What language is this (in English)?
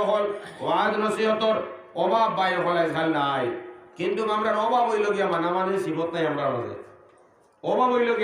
Sylheti